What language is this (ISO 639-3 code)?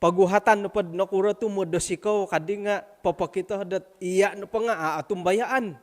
dtp